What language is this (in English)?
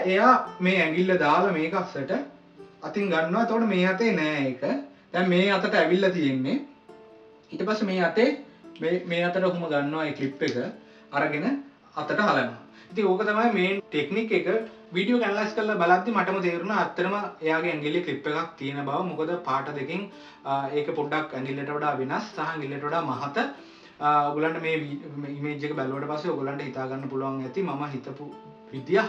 Sinhala